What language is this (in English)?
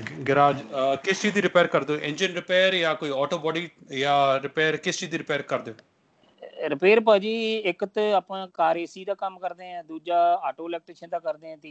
Punjabi